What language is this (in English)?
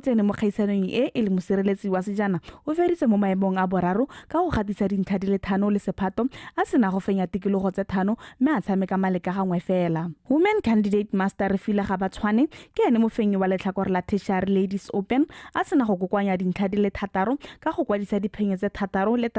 Tswana